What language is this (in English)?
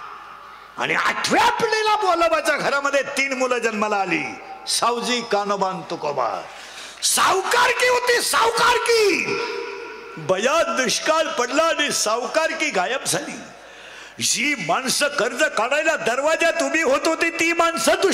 Marathi